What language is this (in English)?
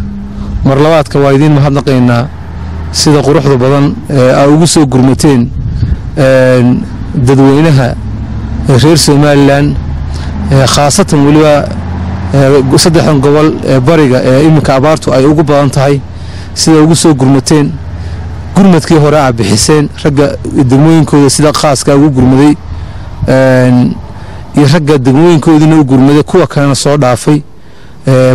Somali